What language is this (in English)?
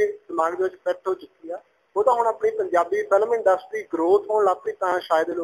Punjabi